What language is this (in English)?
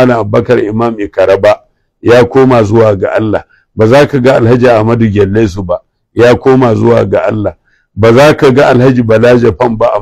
Hausa